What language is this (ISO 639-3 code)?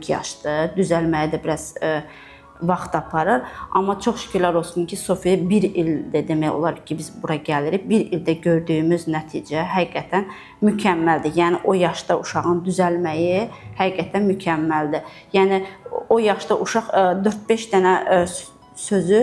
aze